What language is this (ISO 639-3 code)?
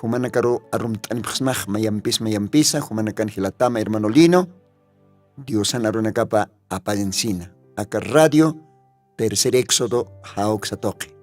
aym